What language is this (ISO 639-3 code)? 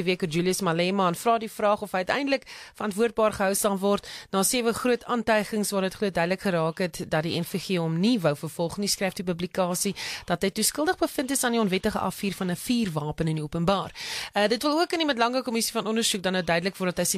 afr